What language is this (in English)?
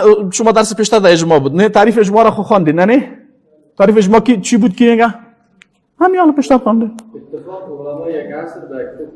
Persian